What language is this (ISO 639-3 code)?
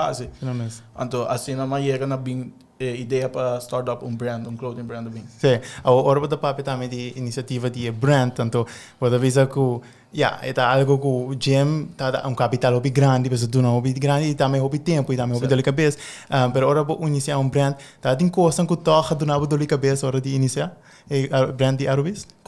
pap